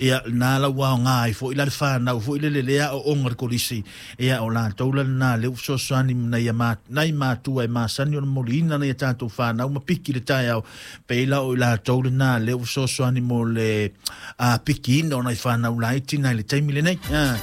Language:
Samoan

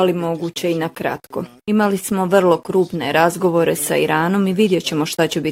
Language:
Bosnian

